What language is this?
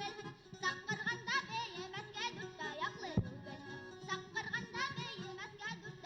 Bashkir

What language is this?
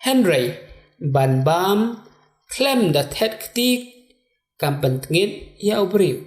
Khasi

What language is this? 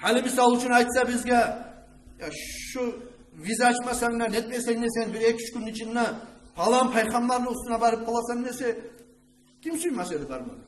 Kumyk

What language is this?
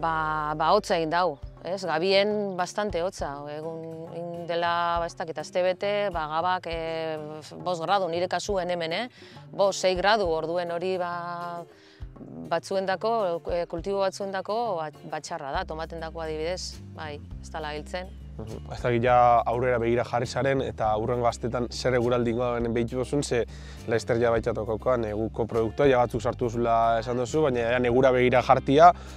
Basque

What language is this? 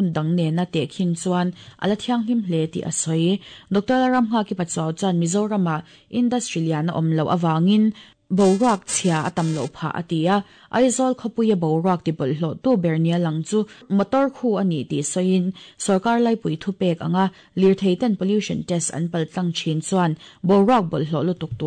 Mizo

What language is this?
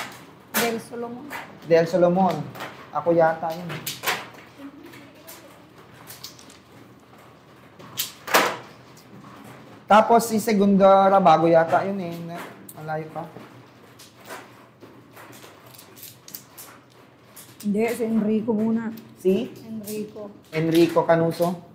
Filipino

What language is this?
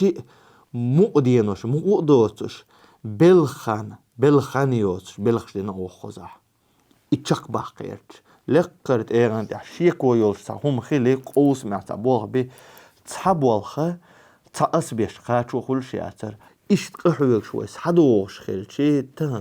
Chechen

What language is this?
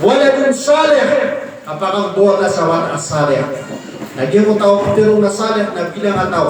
Maranao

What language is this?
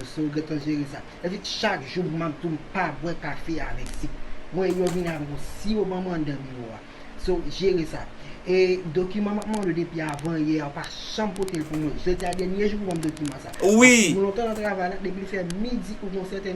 Haitian Creole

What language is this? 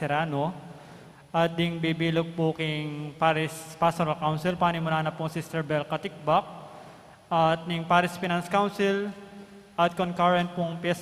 Pampanga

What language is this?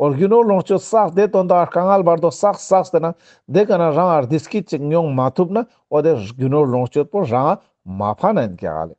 Ladakhi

